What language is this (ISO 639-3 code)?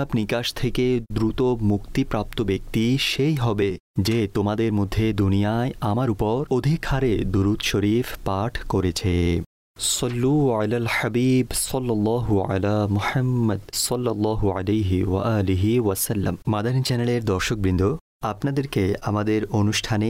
ben